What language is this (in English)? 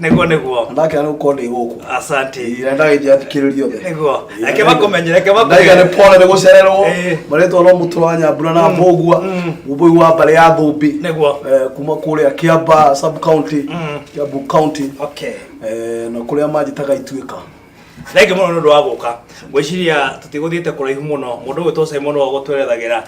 Kikuyu